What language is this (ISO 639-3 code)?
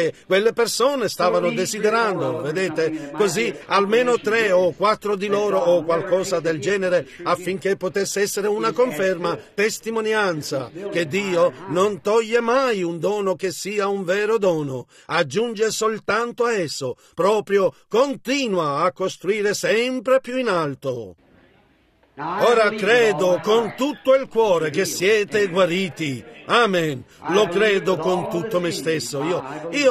ita